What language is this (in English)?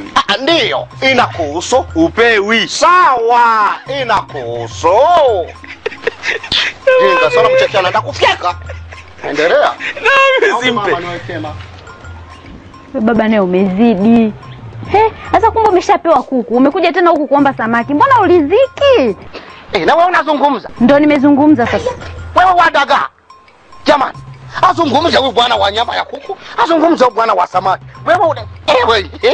Swahili